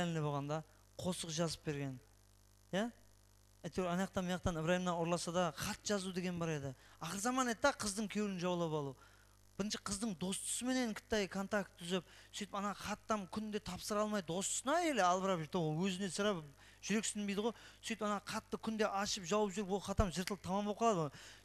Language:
Kara-Kalpak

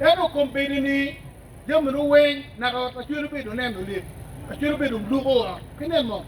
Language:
Acoli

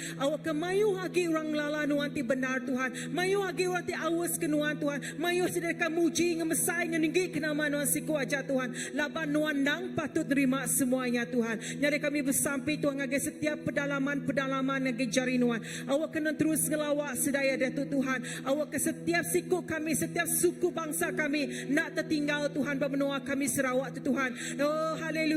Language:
Iban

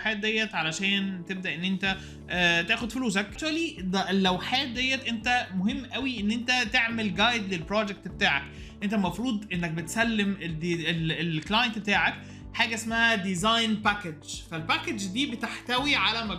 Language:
Egyptian Arabic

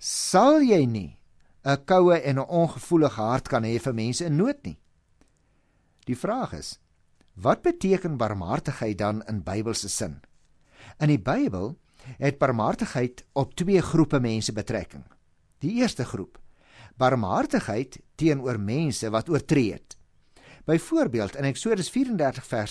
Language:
Afrikaans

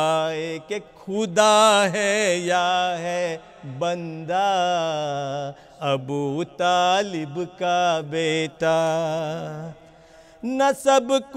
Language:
Urdu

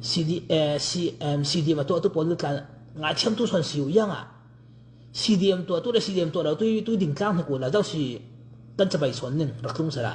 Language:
Hakha Chin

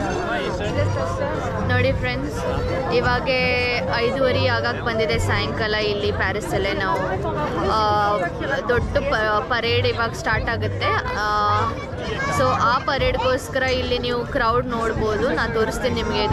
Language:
Kannada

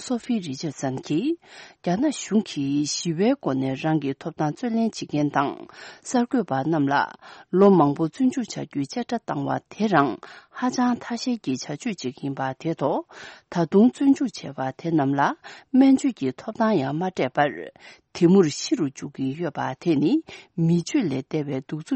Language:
Tibetan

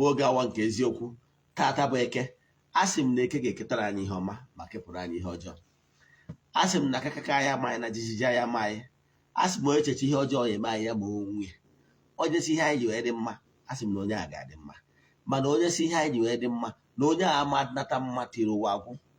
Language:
Igbo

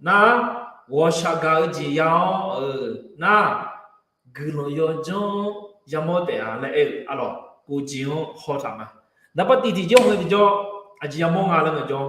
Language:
Akha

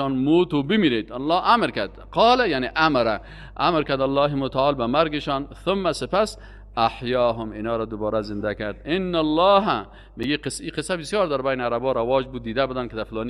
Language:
Persian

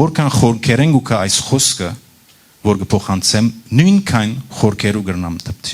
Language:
Western Armenian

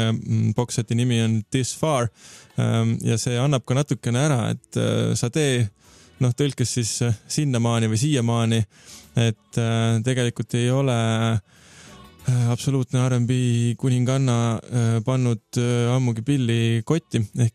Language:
Estonian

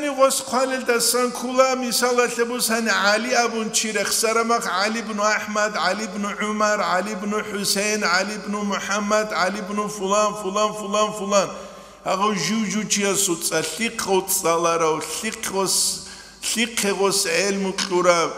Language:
Avaric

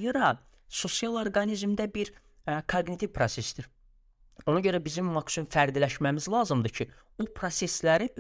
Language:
Azerbaijani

